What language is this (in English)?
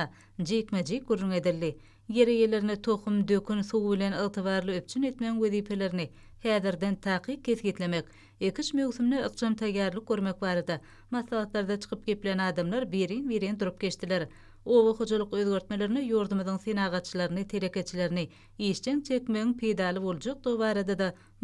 Turkmen